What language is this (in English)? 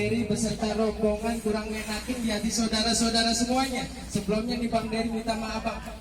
Betawi